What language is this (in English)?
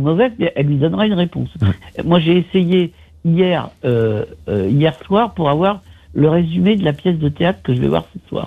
French